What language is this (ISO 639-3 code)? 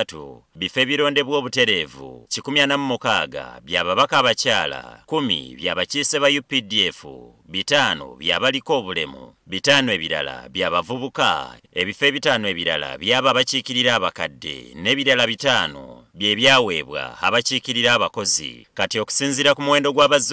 lug